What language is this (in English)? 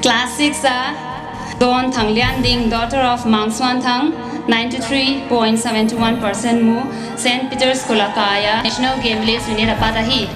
Paite Chin